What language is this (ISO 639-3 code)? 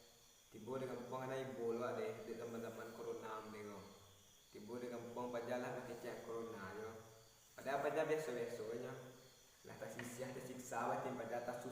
min